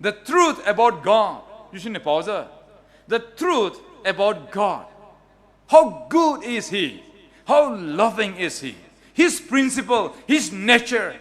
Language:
Poumei Naga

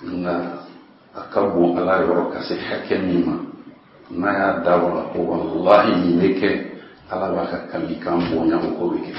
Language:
Bambara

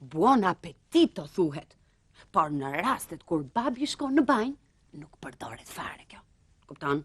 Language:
Albanian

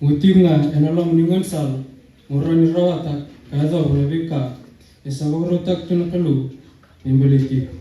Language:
Fijian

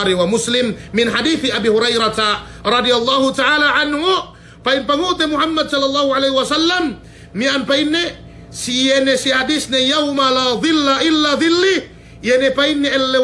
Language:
Yakan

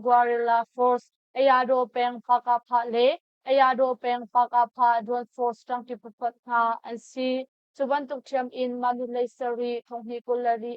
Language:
Hakha Chin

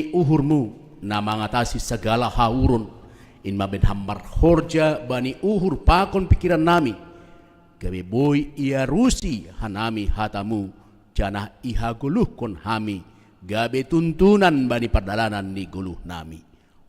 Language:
Batak Simalungun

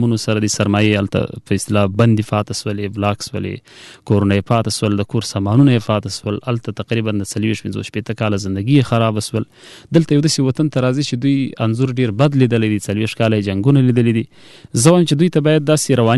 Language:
Pashto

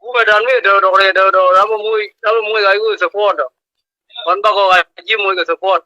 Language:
Nuer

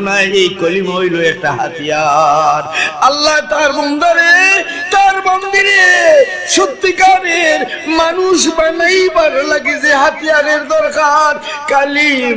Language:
Sylheti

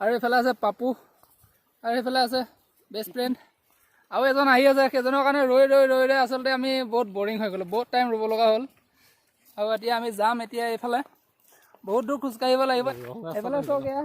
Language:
Assamese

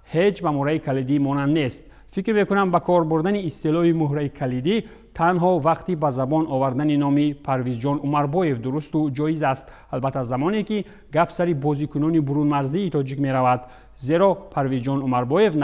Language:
Tajik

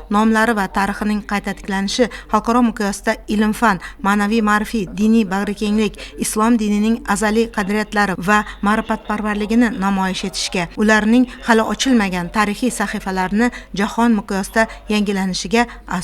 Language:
Uzbek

